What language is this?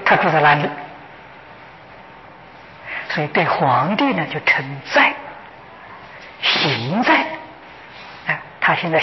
Chinese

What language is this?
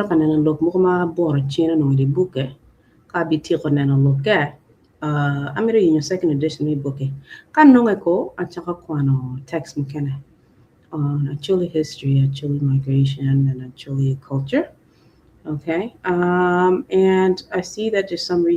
Acoli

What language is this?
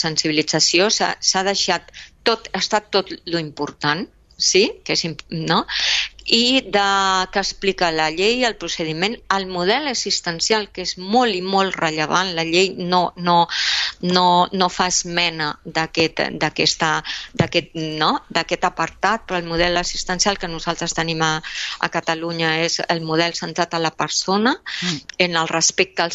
Catalan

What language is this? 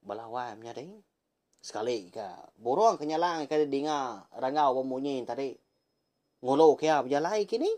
Iban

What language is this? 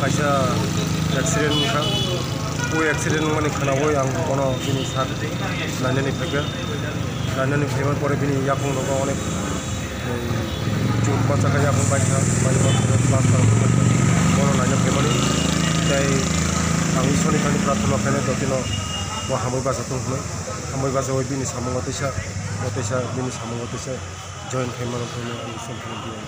Kok Borok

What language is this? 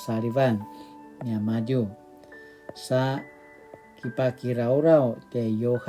Paiwan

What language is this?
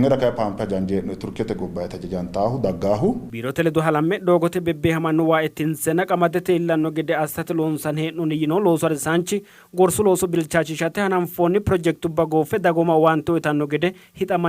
Sidamo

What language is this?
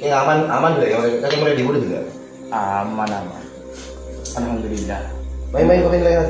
Madurese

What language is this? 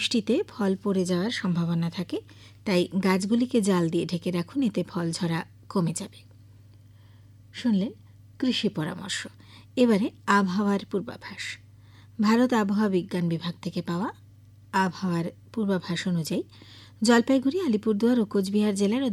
Bangla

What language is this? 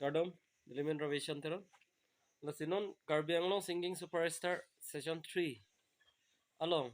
Karbi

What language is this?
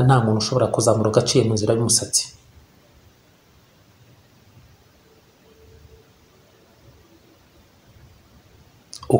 Kinyarwanda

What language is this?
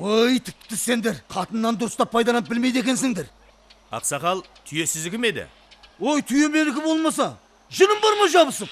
Kara-Kalpak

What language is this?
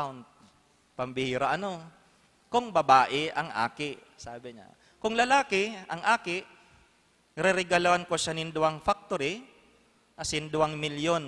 Bikol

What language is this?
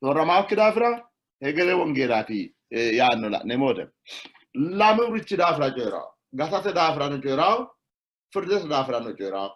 Sidamo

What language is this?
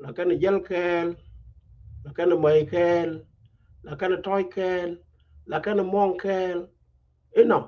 Nuer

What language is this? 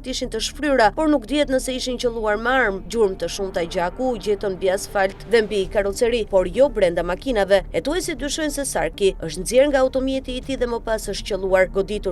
Albanian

